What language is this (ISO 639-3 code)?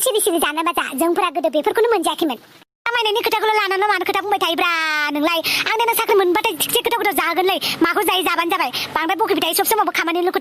brx